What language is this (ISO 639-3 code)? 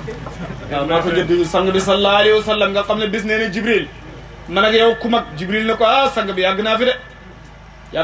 wol